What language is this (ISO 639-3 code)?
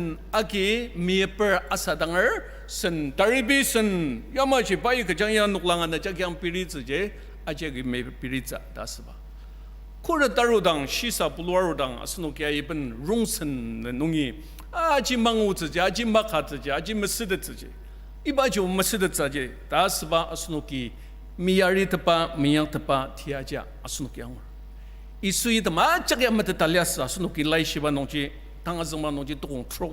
njo